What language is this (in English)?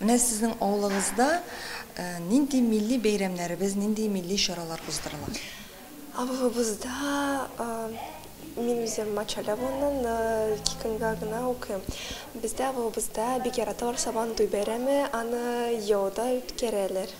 Tatar